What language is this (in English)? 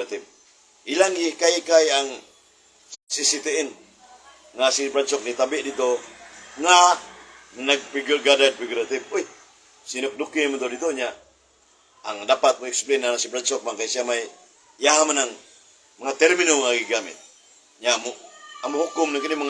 Cebuano